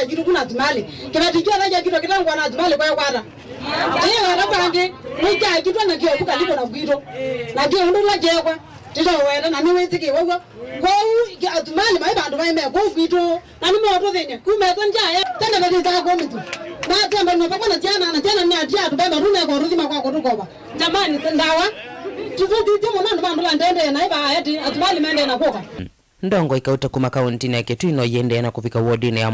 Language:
Kamba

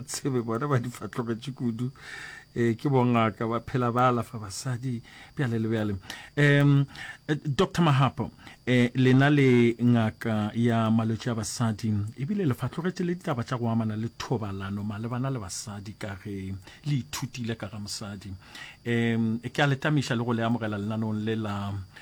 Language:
Northern Sotho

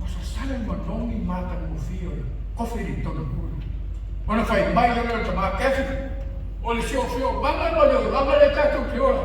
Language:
Samoan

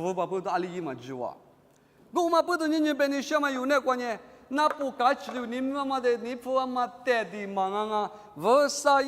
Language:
Lisu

